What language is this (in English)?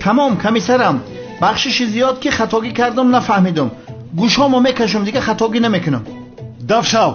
Tajik